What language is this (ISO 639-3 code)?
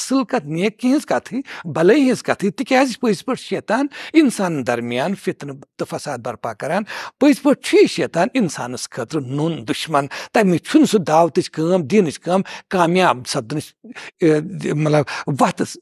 kas